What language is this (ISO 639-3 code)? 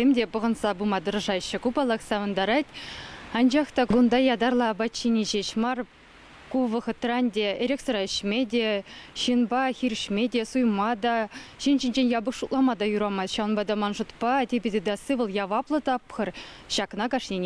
chv